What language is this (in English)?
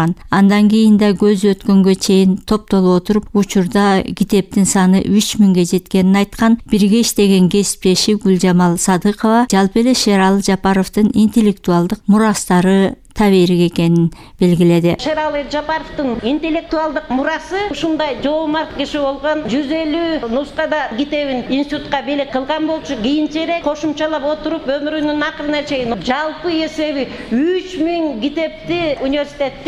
Kyrgyz